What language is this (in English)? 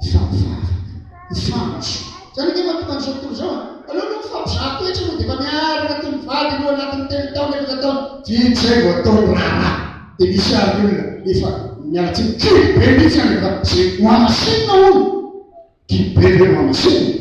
Malagasy